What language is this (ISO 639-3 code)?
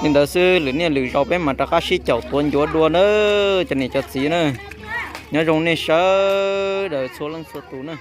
hmn